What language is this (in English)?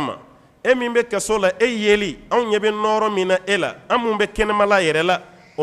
Bambara